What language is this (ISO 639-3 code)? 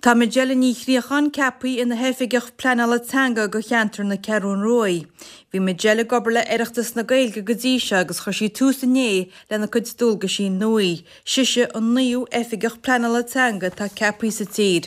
gle